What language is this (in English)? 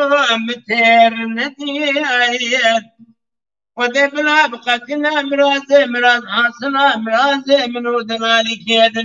Kurdish